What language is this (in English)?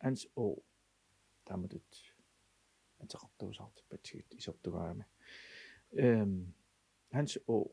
Kalaallisut